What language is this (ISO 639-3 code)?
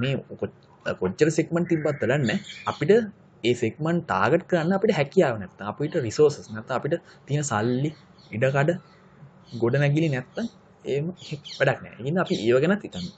sin